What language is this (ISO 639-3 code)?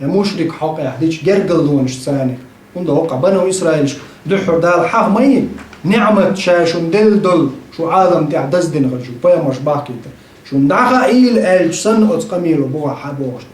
che